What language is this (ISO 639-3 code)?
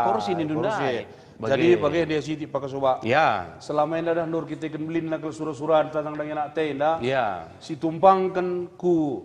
btx